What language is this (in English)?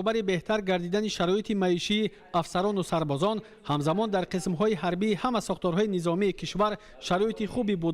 Tajik